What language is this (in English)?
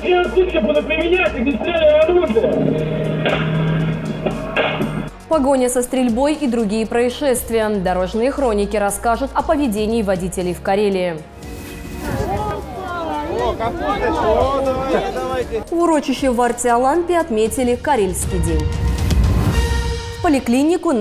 Russian